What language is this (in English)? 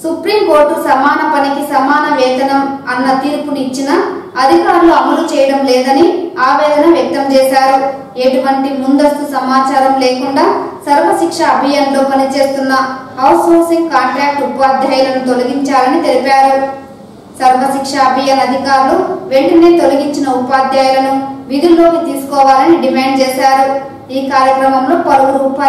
Telugu